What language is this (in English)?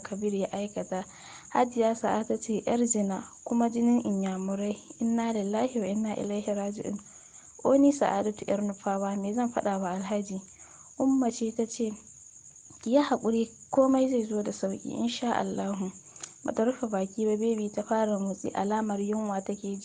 Hausa